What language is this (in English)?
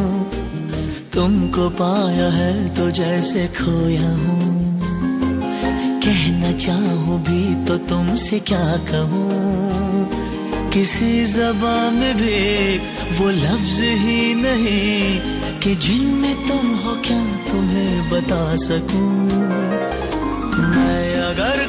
Hindi